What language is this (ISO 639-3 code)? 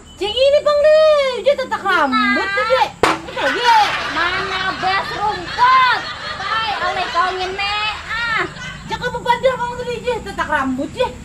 bjn